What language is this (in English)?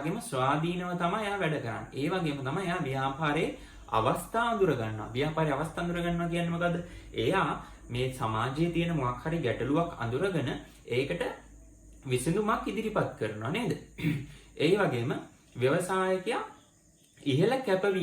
Sinhala